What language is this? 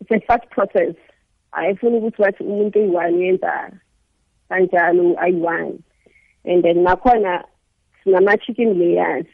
South Ndebele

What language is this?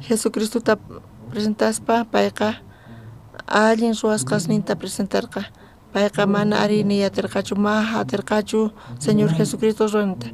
South Bolivian Quechua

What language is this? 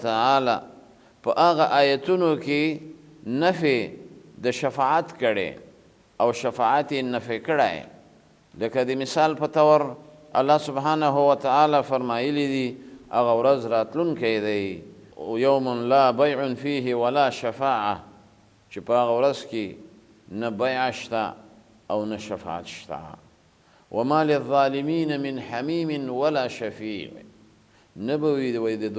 Pashto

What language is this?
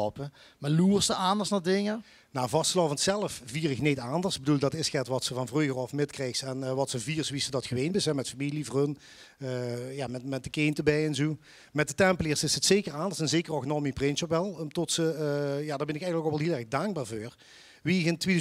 Limburgish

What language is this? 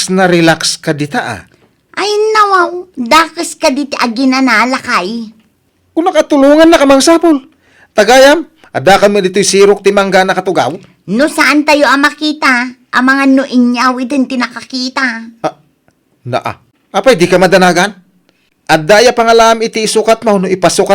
Iloko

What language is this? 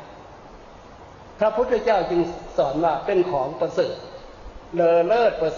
Thai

